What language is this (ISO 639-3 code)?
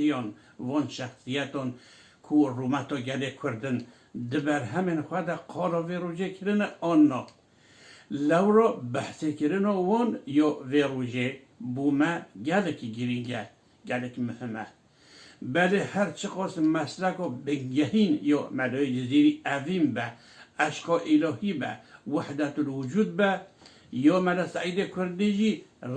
kur